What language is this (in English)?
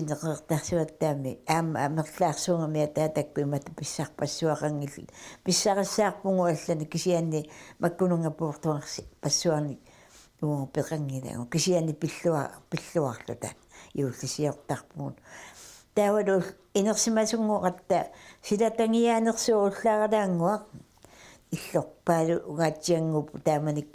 Kalaallisut